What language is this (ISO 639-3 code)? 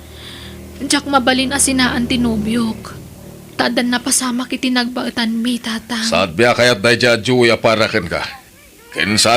ilo